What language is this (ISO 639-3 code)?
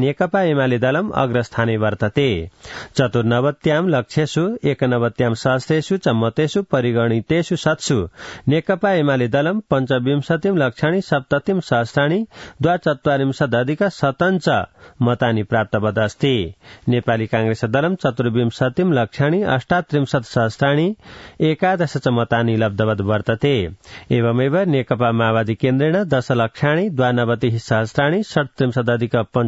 san